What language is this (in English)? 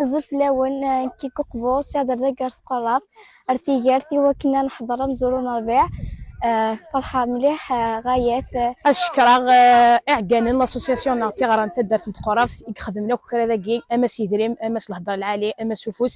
Kabyle